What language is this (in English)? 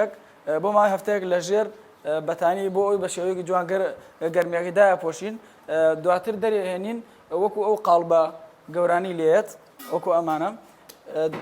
Central Kurdish